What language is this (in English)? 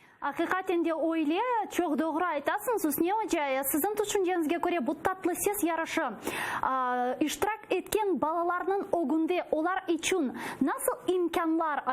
Crimean Tatar